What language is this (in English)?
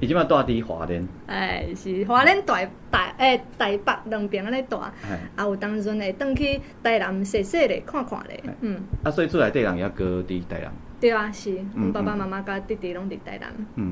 Min Nan Chinese